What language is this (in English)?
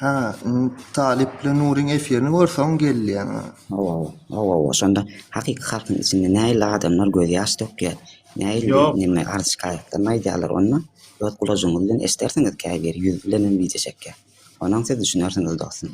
Turkmen